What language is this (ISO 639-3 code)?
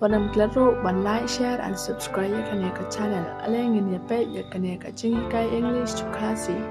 kha